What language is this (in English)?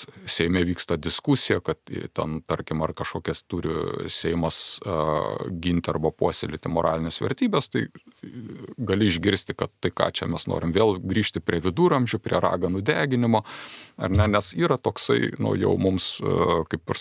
Lithuanian